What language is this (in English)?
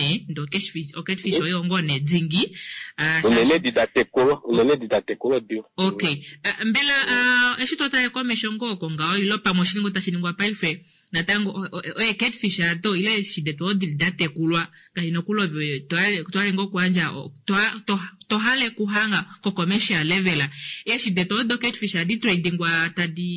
Kuanyama